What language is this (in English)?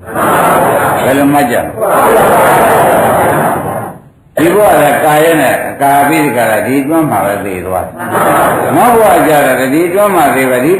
Burmese